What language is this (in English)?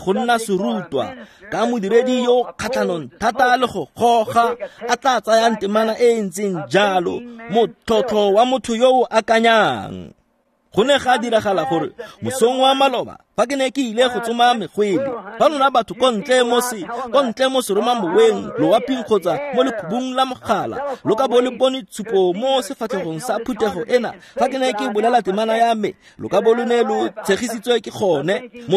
Tswana